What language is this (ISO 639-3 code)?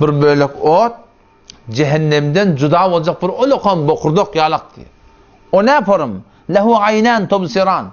tuk